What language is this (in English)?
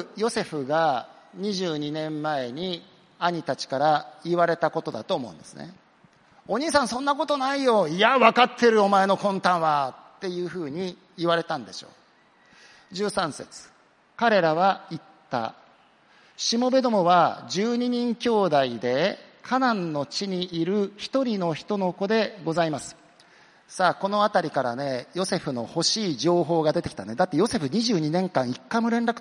Japanese